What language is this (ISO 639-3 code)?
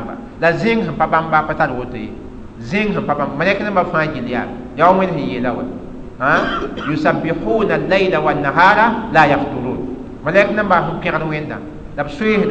mos